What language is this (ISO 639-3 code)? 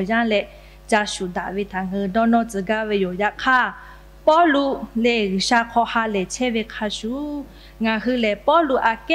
lhu